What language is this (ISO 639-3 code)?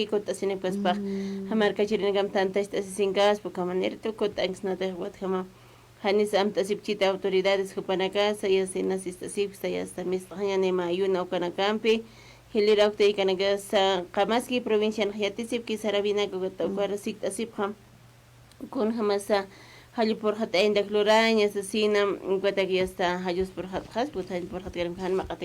aym